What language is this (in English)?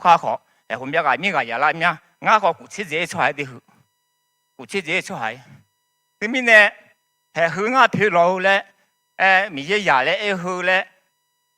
Akha